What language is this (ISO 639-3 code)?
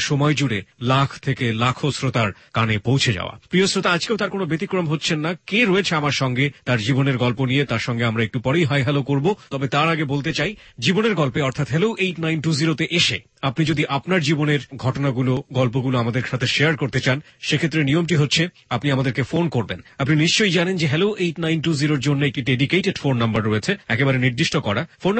ben